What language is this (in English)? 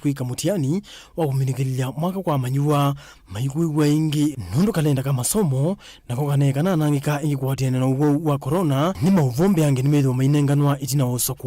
Kamba